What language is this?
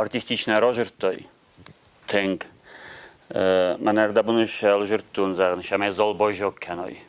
Ossetic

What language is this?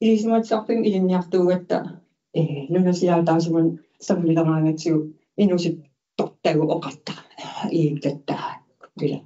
Kalaallisut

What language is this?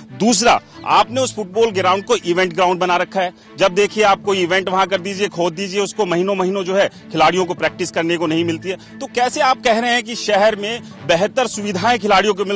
Hindi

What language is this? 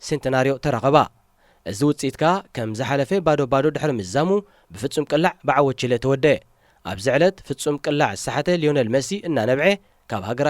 Tigrinya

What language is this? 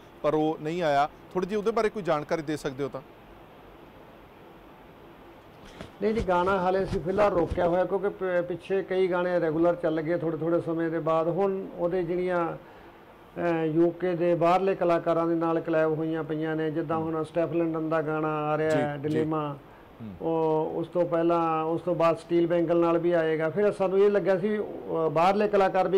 Punjabi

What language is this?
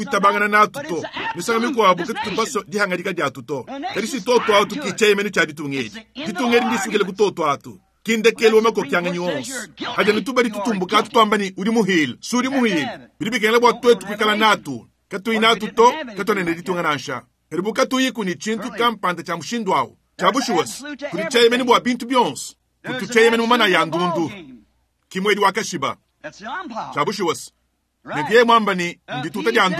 Luba-Lulua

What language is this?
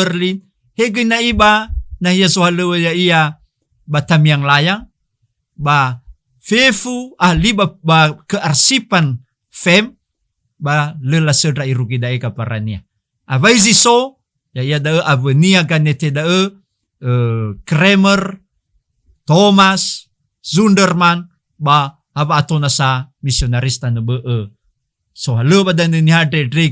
Nias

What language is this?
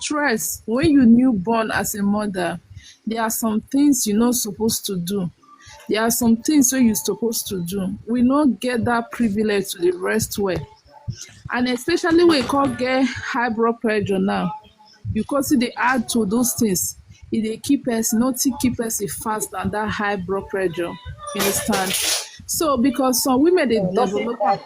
Nigerian Pidgin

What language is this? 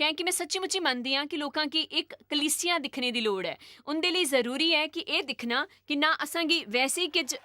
Dogri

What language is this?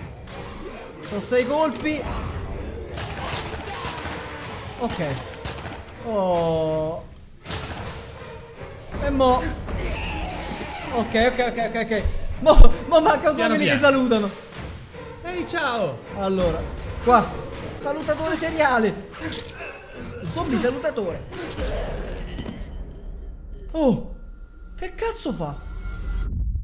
Italian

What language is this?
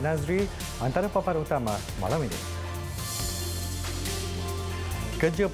Malay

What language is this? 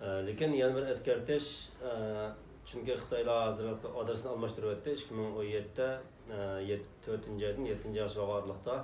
Uyghur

